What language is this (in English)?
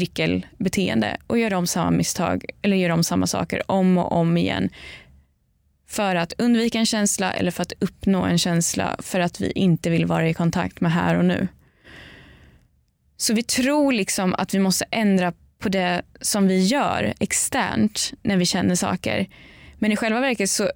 Swedish